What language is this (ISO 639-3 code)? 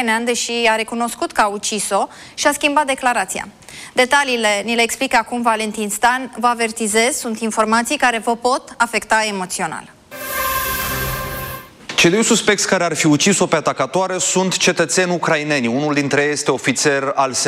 ron